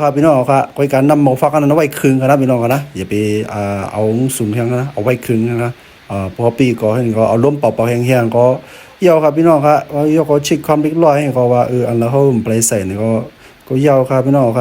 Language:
Shan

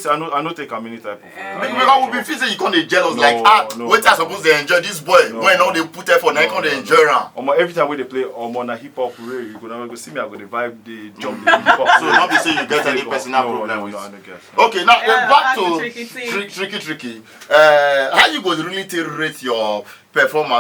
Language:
Nigerian Pidgin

